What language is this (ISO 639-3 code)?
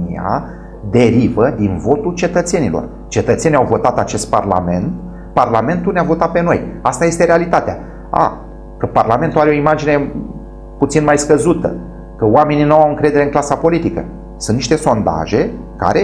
ron